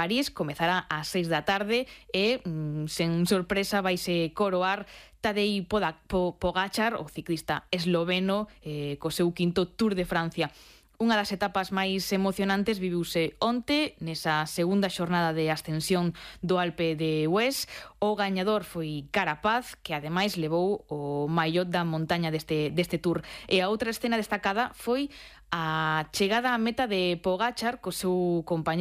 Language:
Galician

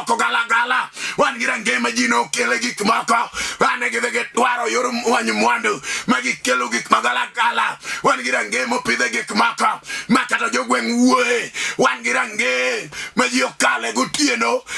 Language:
Luo (Kenya and Tanzania)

